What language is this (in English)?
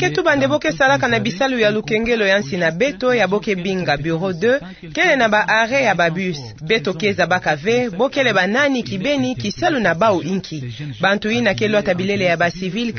Kituba (Democratic Republic of Congo)